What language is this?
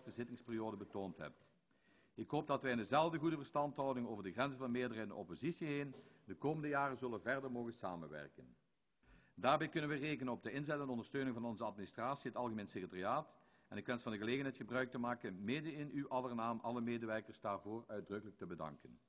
Dutch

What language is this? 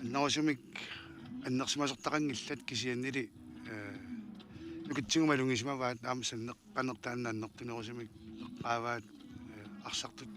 Kalaallisut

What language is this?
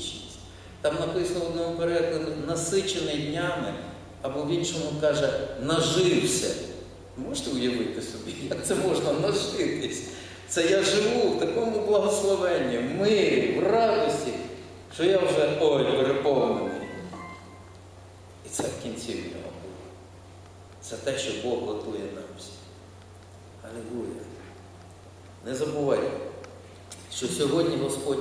Ukrainian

